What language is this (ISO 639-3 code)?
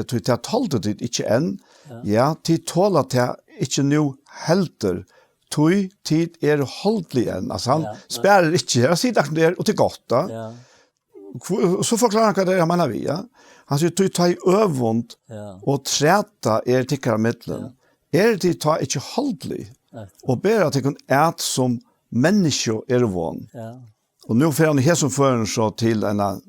fao